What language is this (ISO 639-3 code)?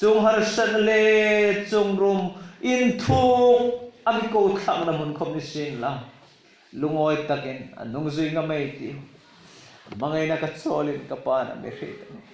hmr